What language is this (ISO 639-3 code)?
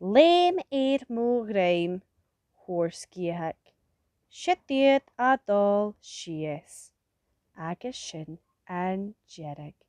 gla